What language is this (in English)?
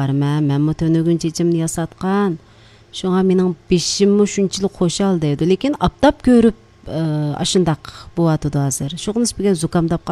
Uyghur